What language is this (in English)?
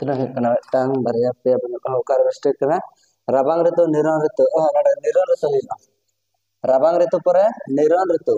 Santali